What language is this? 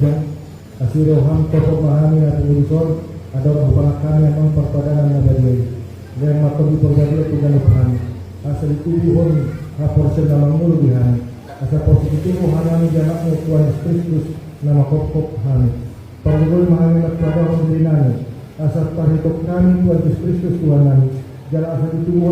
Batak Toba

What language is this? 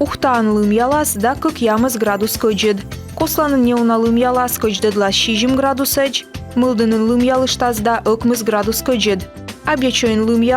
Komi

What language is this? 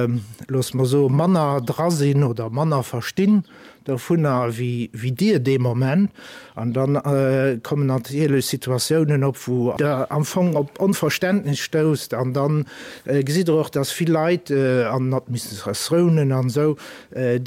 Luxembourgish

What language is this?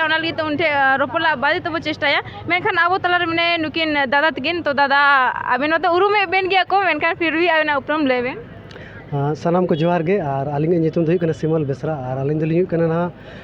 Santali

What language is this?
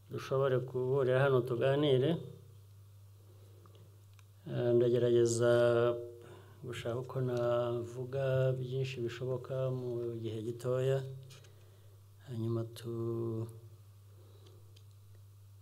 Kinyarwanda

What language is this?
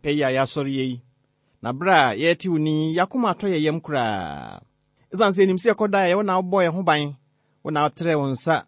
Akan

